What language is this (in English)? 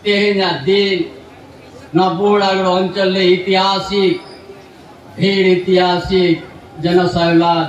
Santali